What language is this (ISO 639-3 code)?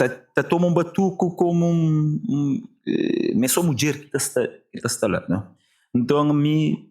kea